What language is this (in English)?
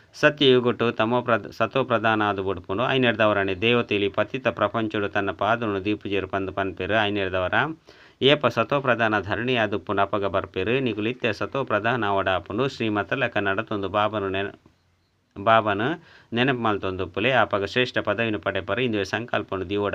Tulu